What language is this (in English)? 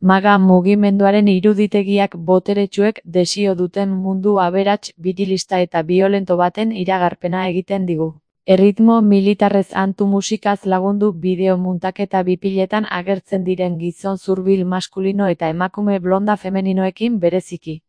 Basque